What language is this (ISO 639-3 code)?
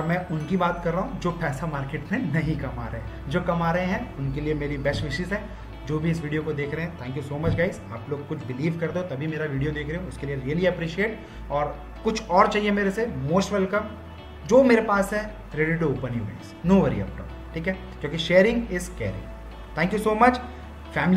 hin